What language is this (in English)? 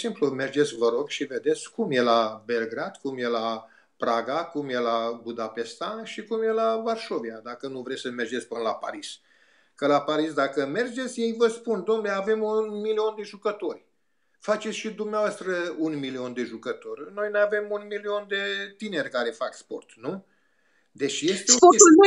Romanian